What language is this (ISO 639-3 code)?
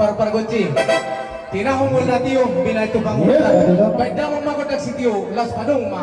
bbc